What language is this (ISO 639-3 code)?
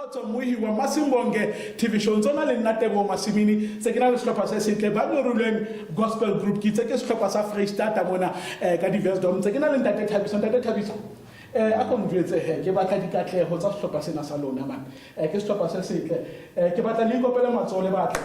sot